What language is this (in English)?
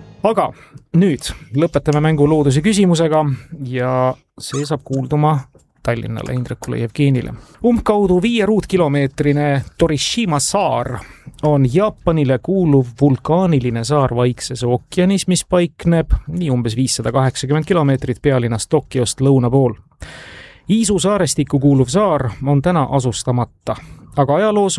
Estonian